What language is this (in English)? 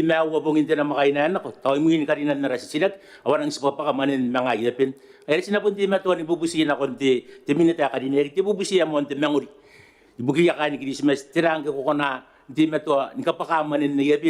Gilbertese